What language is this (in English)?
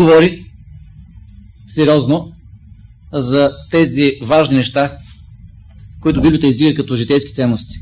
Bulgarian